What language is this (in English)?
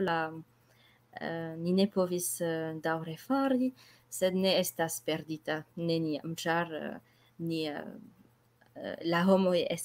Esperanto